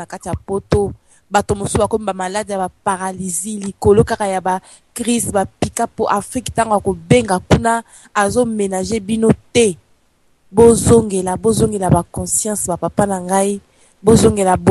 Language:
Lingala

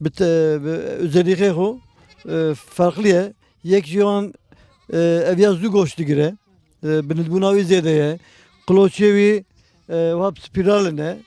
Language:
Kurdish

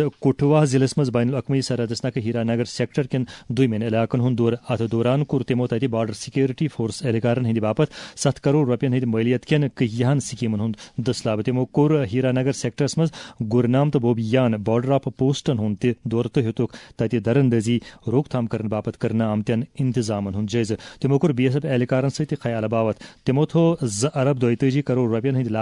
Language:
Kashmiri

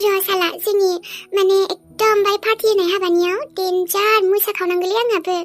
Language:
Bodo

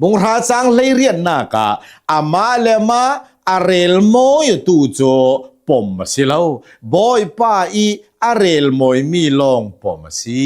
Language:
Hakha Chin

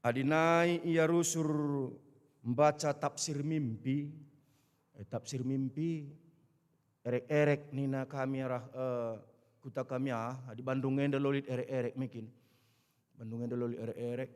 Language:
Batak Karo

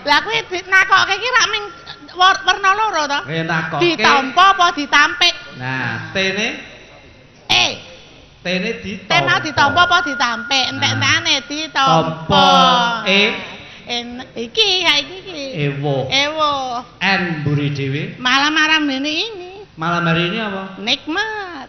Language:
Javanese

